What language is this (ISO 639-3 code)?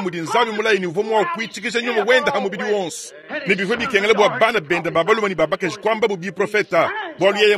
lua